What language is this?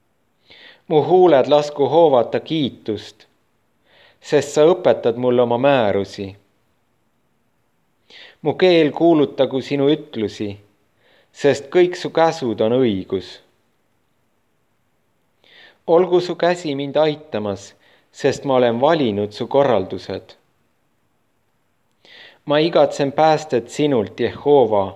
Estonian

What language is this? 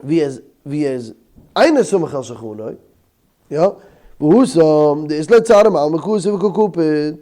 Yiddish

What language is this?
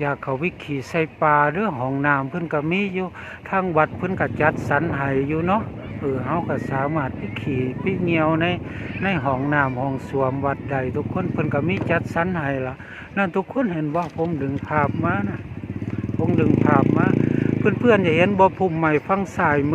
Northeastern Thai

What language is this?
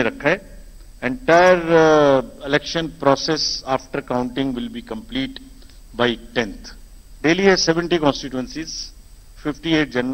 Konkani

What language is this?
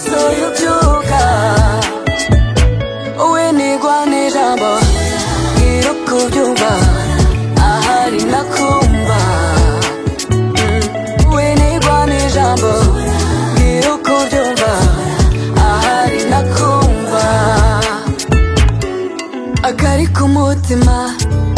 Kinyarwanda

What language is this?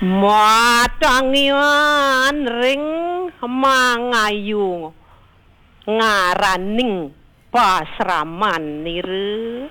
Balinese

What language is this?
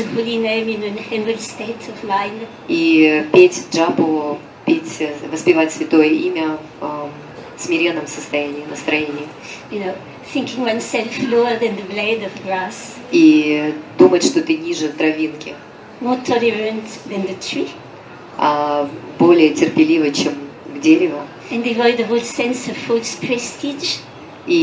Russian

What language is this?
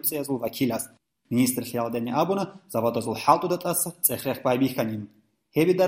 Avaric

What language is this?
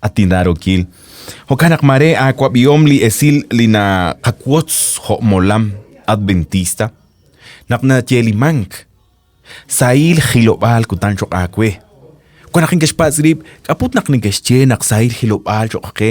Kekchí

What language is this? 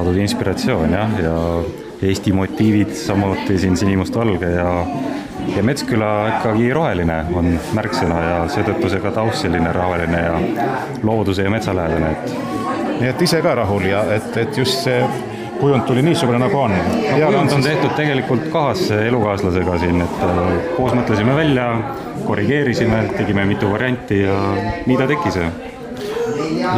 Estonian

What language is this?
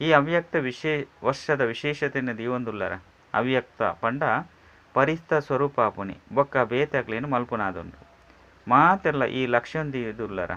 Tulu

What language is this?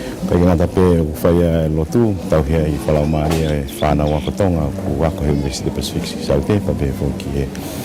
Tongan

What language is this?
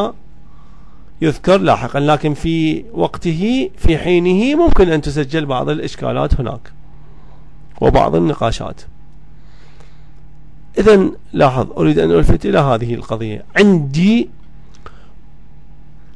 Arabic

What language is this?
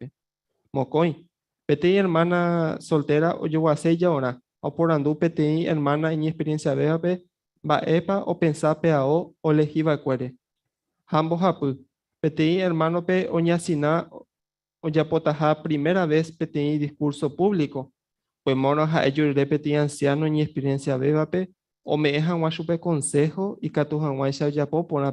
Guarani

